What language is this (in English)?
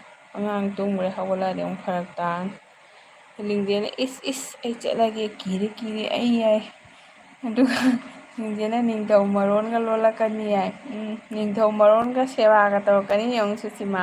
Manipuri